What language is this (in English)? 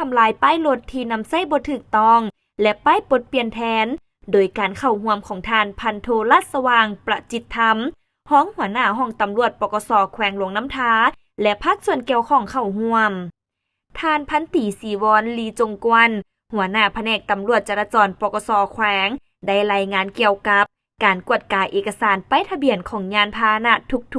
Lao